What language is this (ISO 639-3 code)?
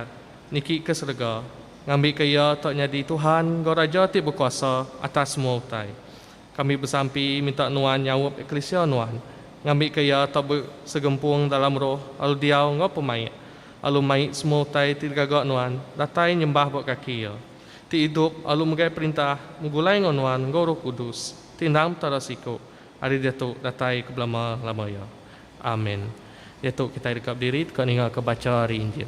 iba